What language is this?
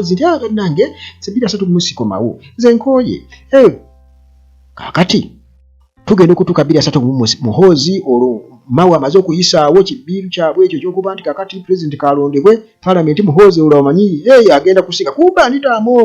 Ganda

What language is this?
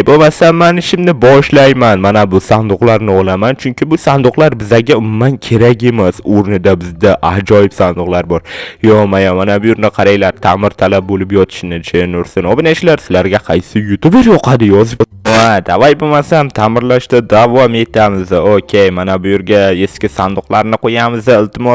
Uzbek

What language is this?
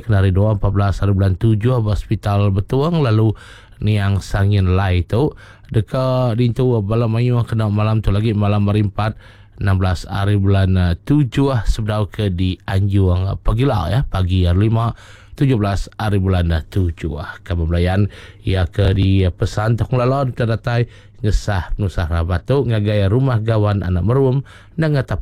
Iban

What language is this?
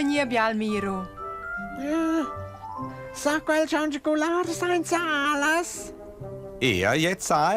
Romansh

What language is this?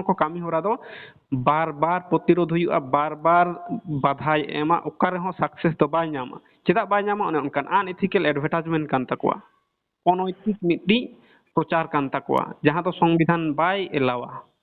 Santali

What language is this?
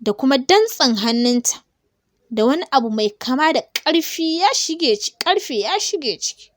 Hausa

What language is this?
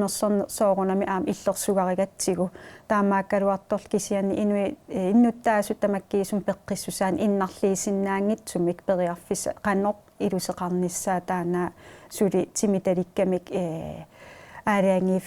Kalaallisut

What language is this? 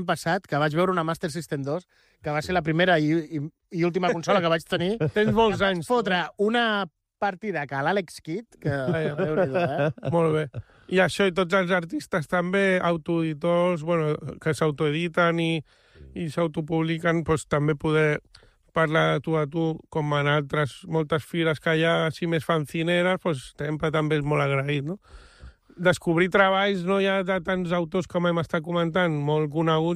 Catalan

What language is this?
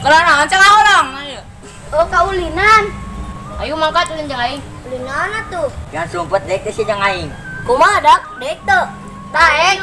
Sundanese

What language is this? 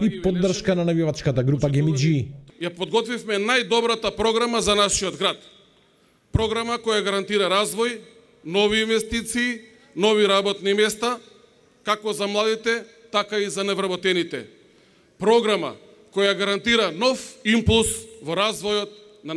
Macedonian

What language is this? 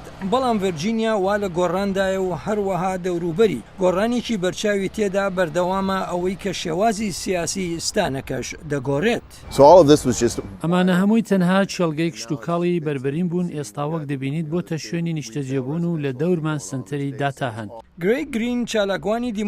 Central Kurdish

